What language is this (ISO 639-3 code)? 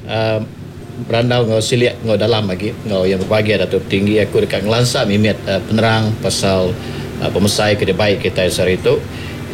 iba